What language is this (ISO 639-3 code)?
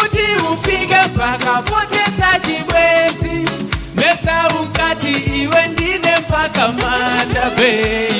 nya